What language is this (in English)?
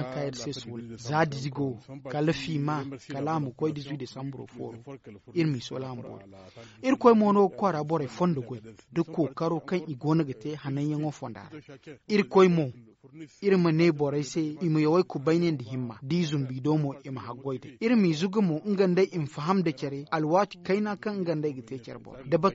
Zarma